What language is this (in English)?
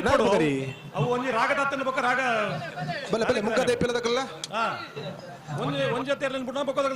Tulu